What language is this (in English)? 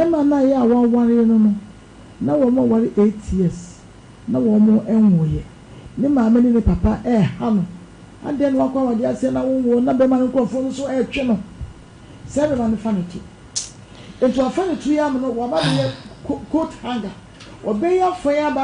Akan